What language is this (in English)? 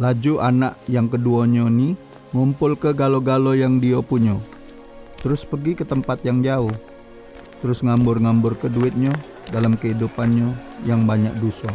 Musi